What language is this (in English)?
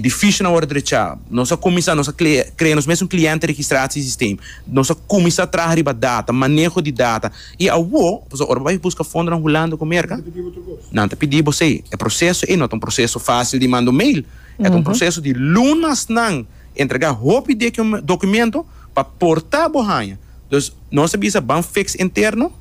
Papiamento